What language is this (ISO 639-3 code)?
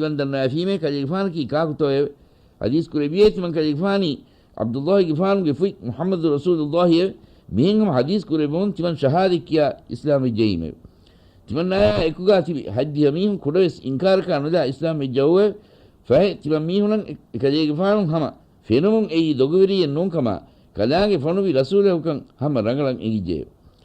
div